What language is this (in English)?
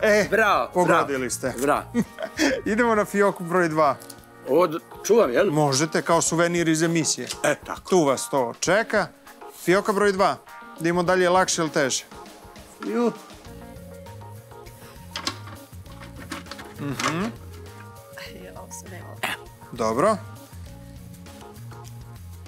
Serbian